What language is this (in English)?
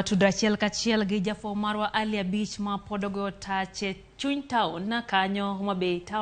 Luo (Kenya and Tanzania)